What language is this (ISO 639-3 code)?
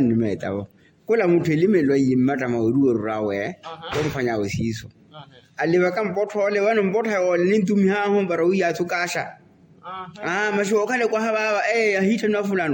vmw